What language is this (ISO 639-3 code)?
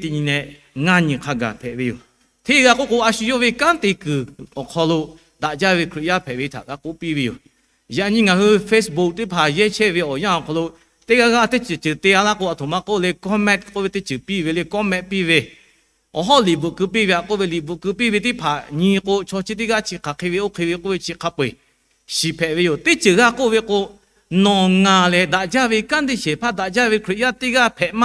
lhu